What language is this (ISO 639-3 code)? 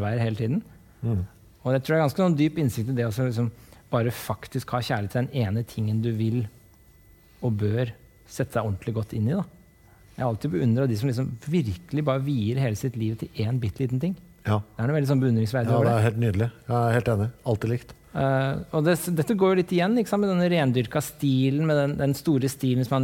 nor